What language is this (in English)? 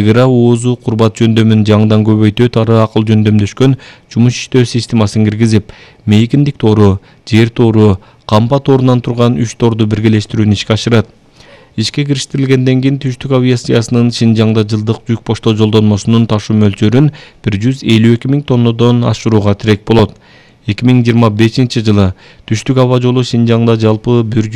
Kyrgyz